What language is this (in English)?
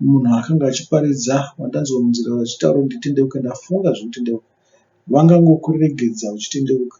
Shona